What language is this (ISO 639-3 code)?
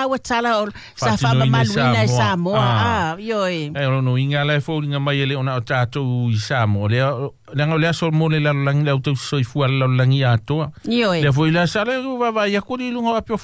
smo